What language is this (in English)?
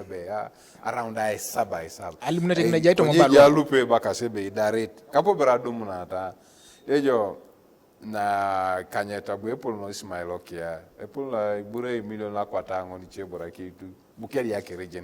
Teso